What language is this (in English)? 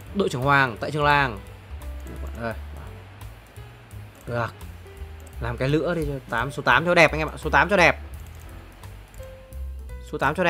Vietnamese